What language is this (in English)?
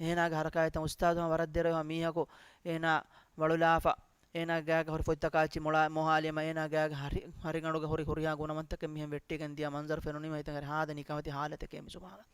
Divehi